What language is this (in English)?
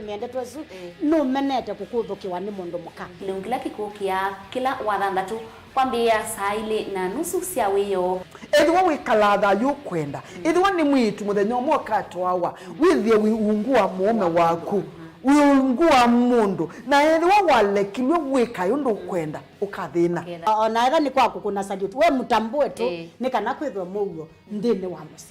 Kamba